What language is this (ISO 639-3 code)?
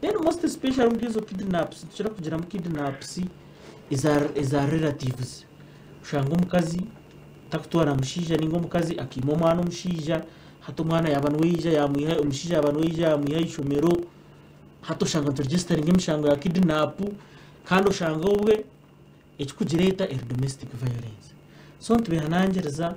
nyn